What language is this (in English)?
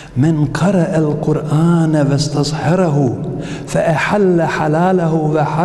Bosnian